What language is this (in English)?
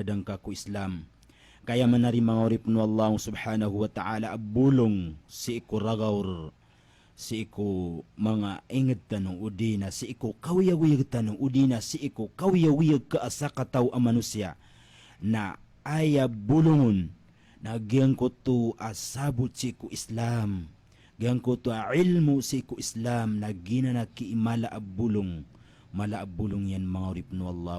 Maranao